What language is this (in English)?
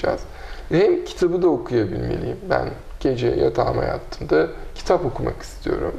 Turkish